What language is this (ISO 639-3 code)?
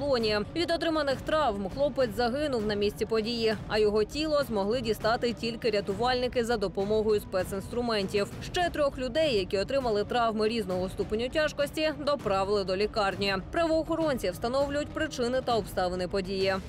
ukr